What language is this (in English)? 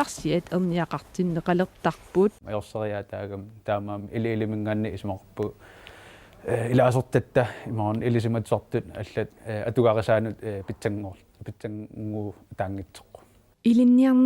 Kalaallisut